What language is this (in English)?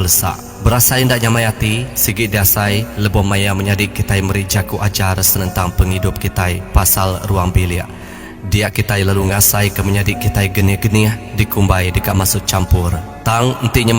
Iban